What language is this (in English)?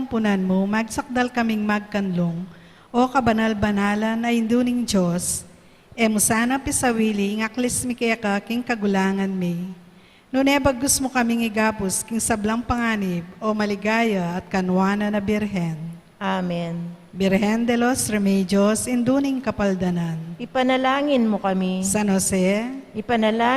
Pampanga